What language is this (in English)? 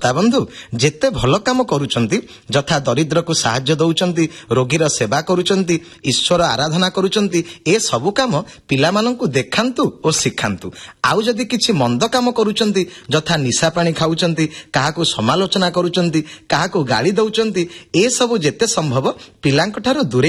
Odia